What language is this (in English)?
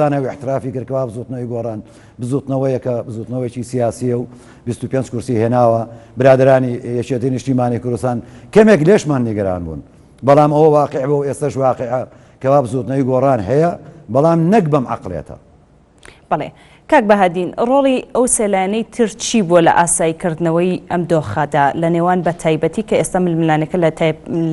Central Kurdish